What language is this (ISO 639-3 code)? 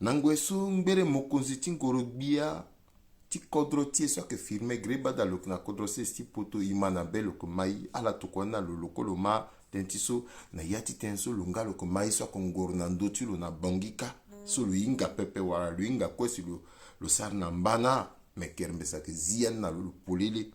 sag